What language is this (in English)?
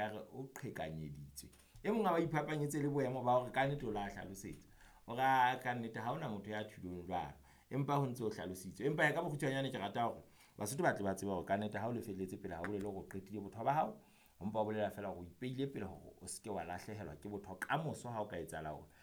Southern Sotho